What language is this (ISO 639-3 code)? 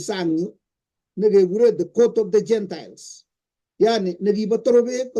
kln